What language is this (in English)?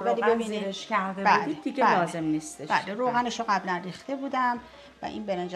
Persian